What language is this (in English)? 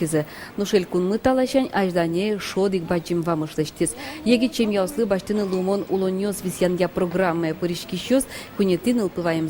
Udmurt